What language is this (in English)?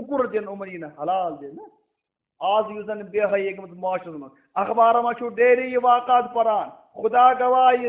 Kashmiri